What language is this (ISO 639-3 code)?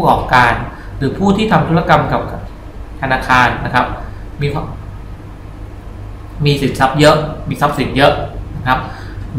tha